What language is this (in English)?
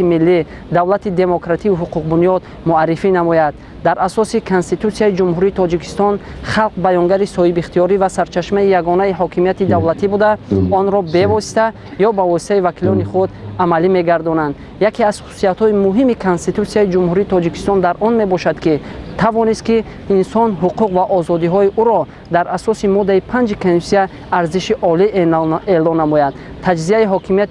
Tajik